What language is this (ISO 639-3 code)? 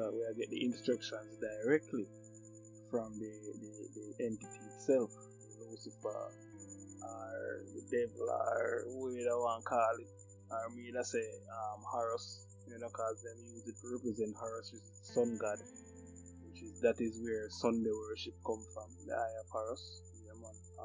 jam